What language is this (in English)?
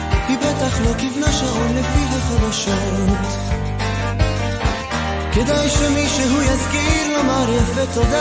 Hebrew